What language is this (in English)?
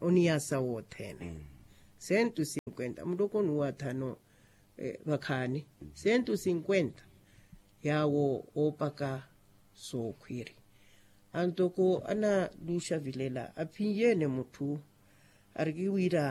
Makhuwa